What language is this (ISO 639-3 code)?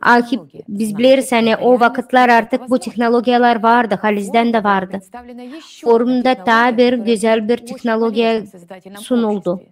gag